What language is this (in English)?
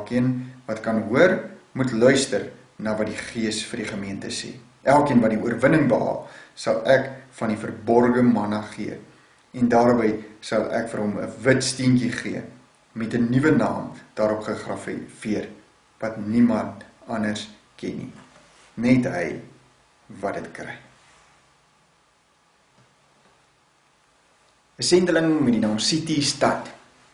Afrikaans